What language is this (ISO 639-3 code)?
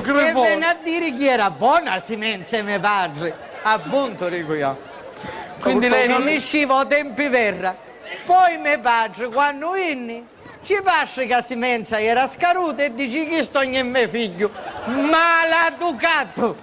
scn